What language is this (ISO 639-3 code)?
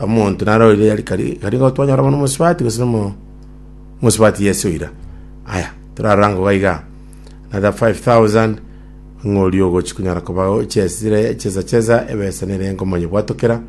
guz